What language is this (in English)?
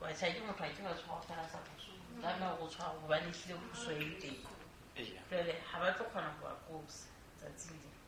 Southern Sotho